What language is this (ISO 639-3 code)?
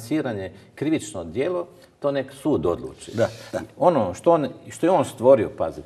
hrv